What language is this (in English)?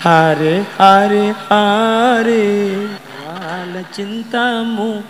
Madurese